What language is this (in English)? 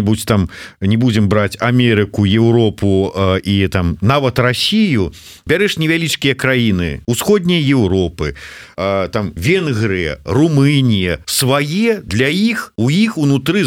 Belarusian